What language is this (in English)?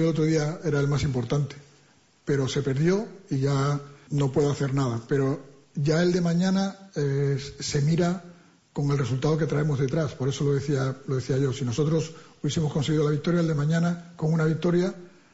Spanish